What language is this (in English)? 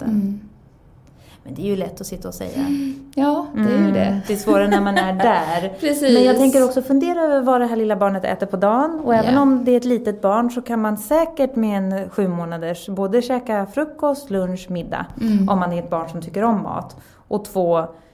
Swedish